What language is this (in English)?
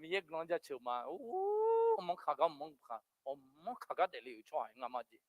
Akha